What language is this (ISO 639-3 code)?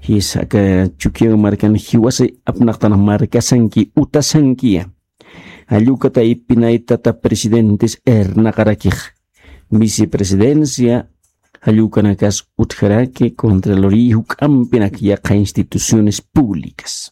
aym